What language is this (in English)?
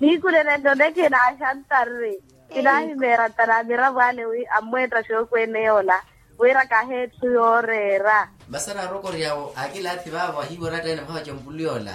Makhuwa